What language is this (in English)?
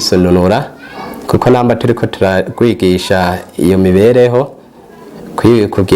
Rundi